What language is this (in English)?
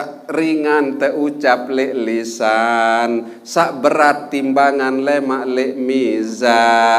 Sasak